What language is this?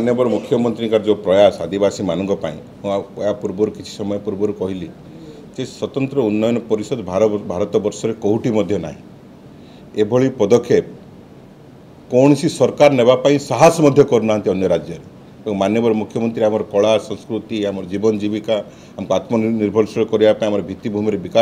Odia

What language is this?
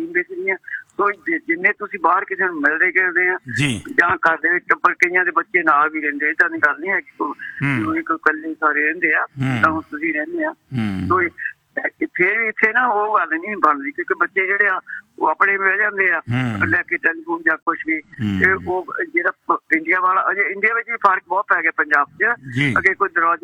Punjabi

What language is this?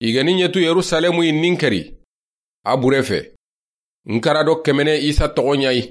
Soninke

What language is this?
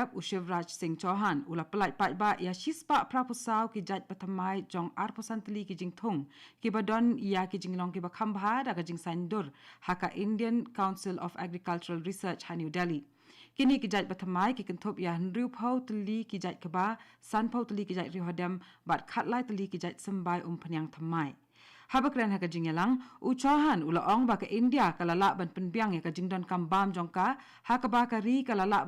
Khasi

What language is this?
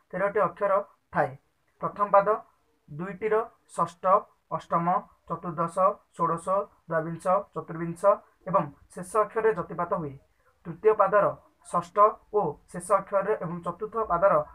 Odia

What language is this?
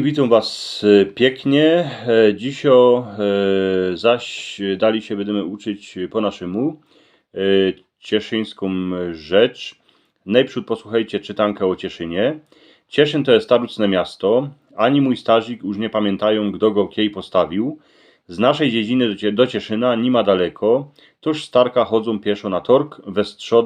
Silesian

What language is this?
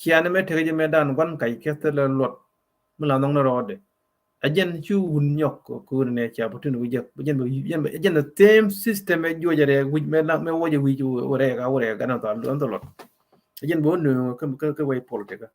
Nuer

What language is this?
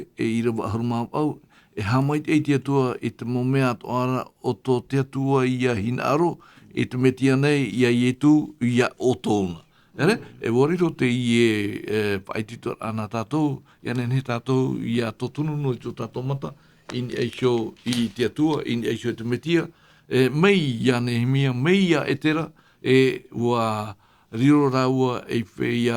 Tahitian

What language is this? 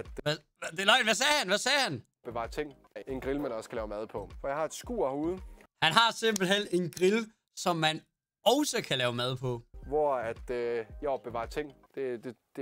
Danish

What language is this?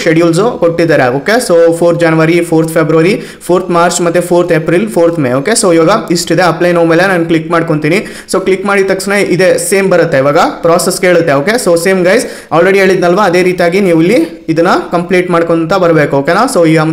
Kannada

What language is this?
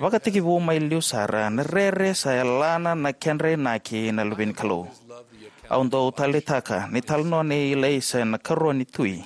Fijian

